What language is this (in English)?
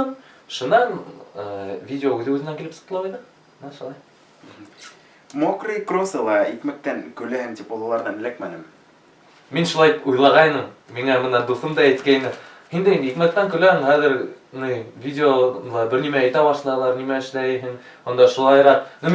Bashkir